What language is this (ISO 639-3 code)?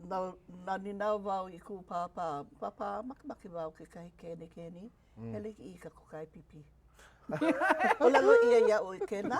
haw